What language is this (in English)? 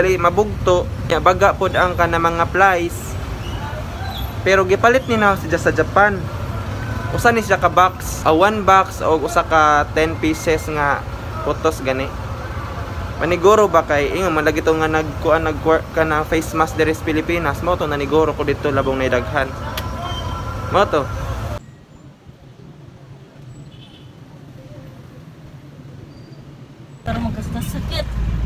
Cebuano